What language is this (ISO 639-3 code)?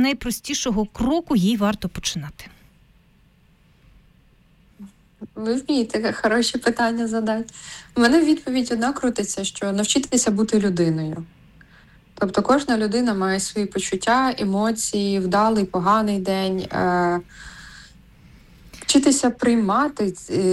ukr